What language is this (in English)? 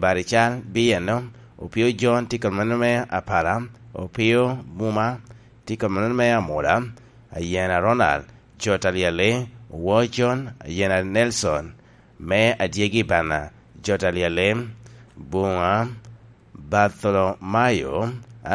Lango (Uganda)